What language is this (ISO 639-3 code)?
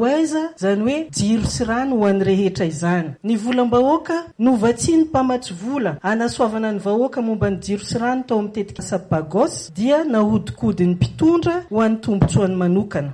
mlg